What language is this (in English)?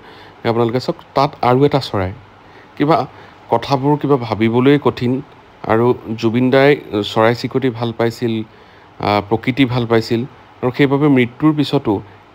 Assamese